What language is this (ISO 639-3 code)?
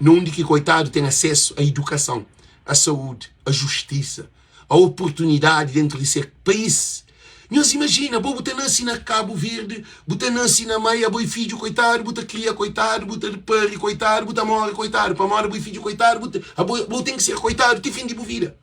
kea